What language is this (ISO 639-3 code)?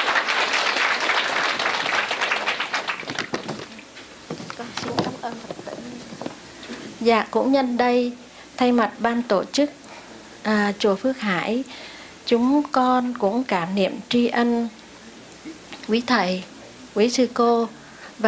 vie